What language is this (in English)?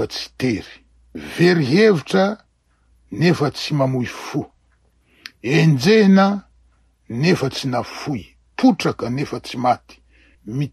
Malagasy